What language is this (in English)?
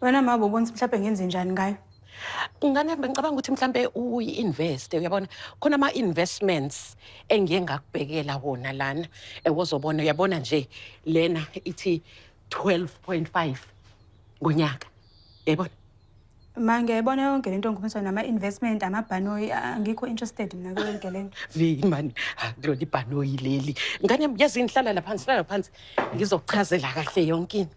Zulu